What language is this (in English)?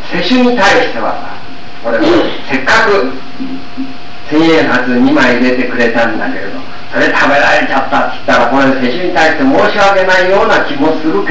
Japanese